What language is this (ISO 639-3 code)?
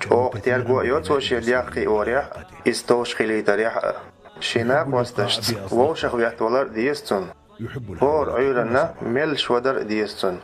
che